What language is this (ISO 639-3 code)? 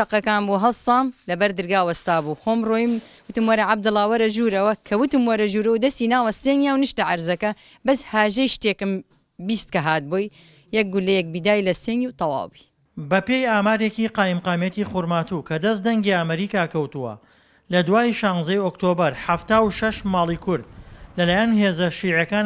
ckb